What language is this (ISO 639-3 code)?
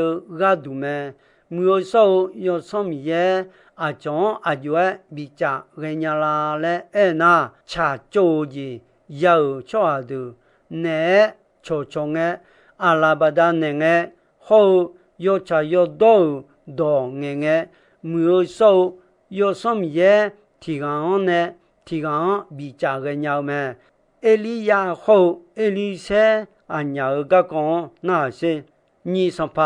ahk